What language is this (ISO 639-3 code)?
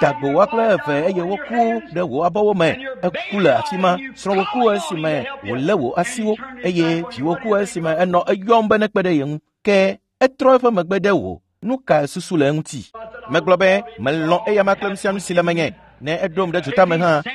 ewe